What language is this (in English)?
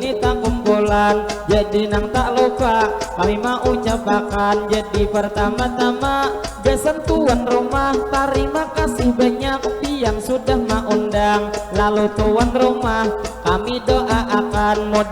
Banjar